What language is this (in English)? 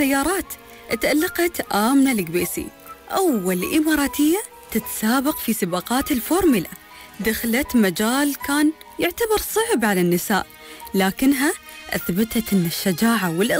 Arabic